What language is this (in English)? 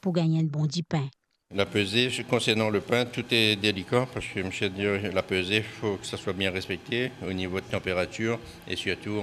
Morisyen